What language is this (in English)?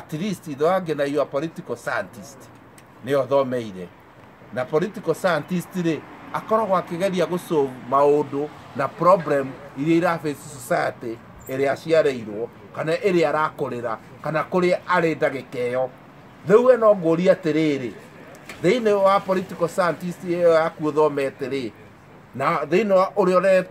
Kikuyu